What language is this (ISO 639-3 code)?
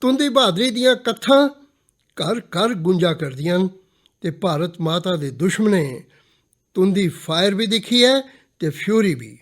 doi